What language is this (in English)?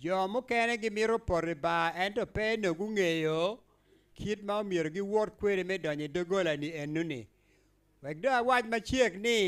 Acoli